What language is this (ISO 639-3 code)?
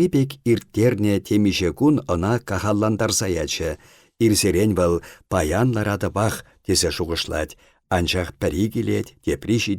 chv